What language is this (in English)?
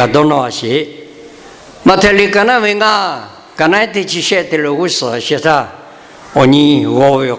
Lahu